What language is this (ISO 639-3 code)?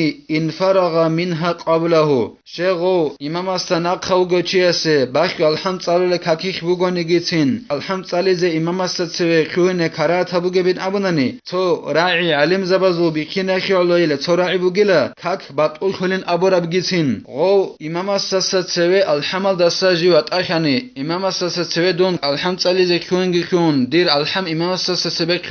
ava